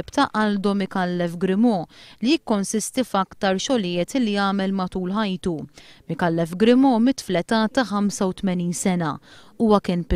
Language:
Maltese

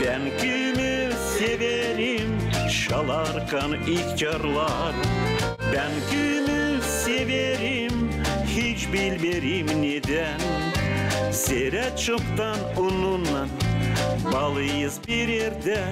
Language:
Gagauz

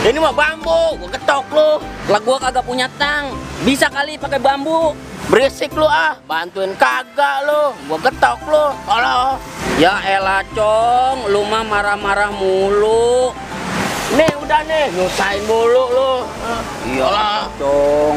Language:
Betawi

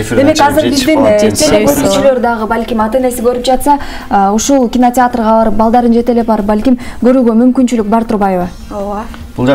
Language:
Kyrgyz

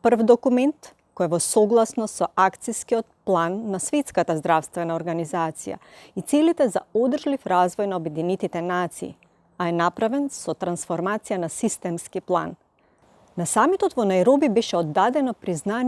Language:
Macedonian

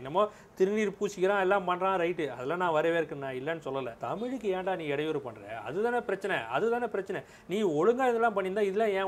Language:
Tamil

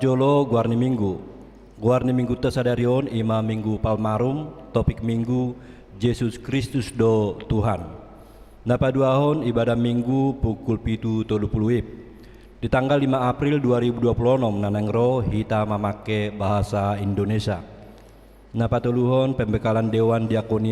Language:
Batak Toba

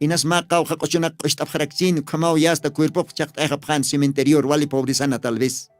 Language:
Aymara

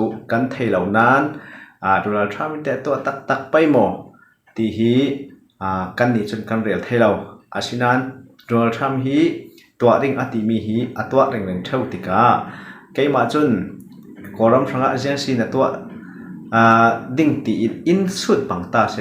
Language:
Falam Chin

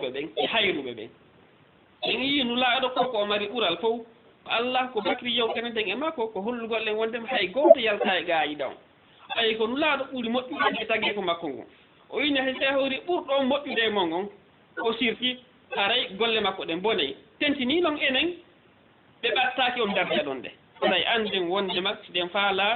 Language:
Fula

